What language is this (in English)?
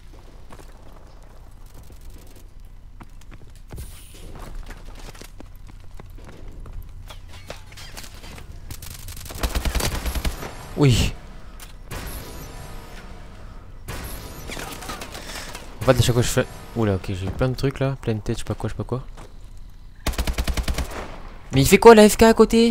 French